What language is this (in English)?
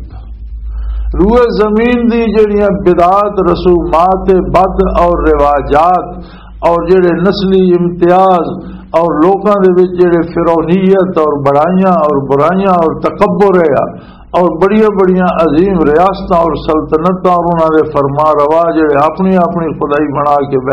Western Panjabi